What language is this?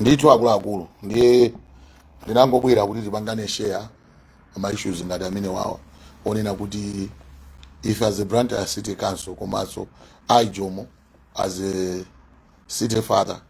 Nyanja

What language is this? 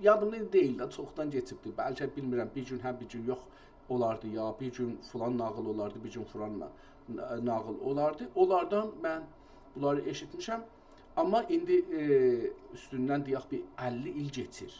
South Azerbaijani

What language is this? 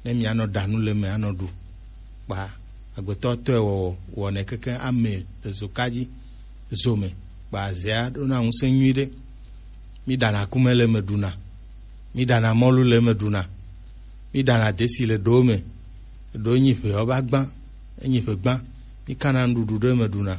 Gen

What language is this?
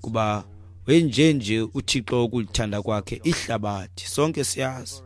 Xhosa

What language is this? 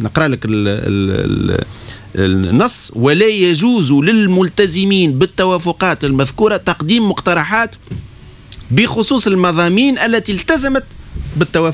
Tunisian Arabic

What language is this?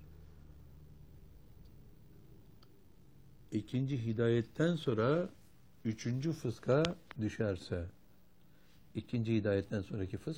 Turkish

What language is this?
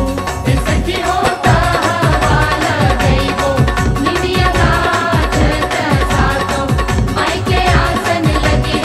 Bhojpuri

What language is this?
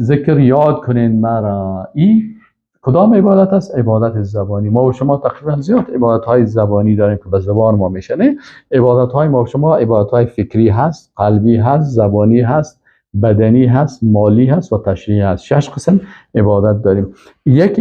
Persian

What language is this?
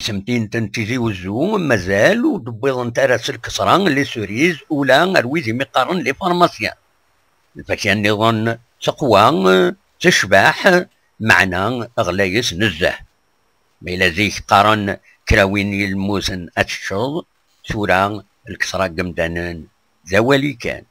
Kabyle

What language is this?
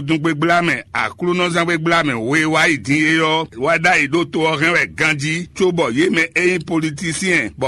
Fon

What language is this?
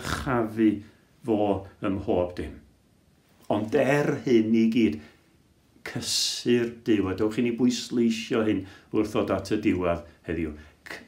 Welsh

